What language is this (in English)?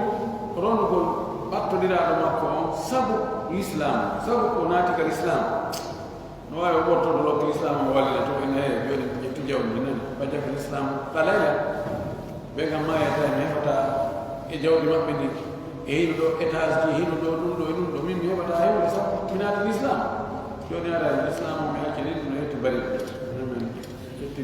Pular